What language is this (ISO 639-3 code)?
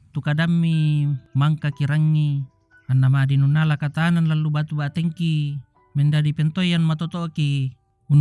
sda